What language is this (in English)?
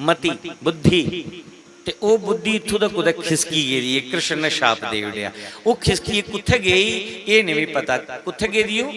Dogri